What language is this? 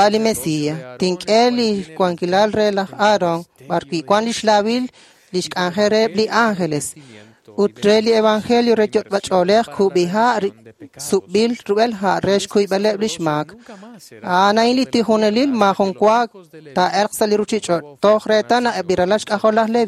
Kekchí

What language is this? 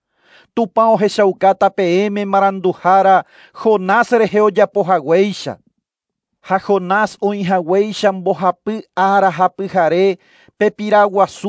Guarani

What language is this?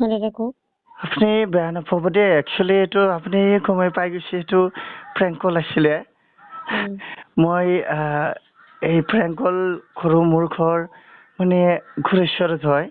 Assamese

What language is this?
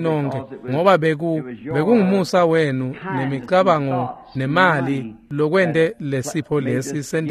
Swati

